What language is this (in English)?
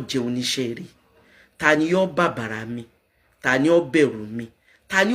Yoruba